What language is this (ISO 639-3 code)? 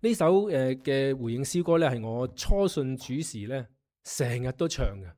yue